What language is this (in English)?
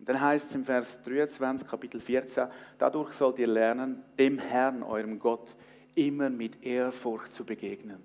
Swiss German